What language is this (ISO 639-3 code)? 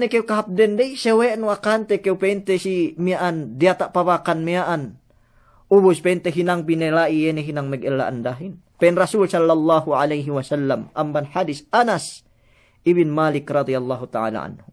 yka